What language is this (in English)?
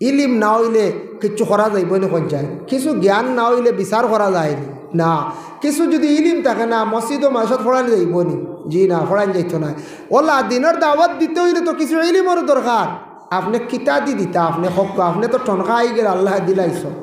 Sylheti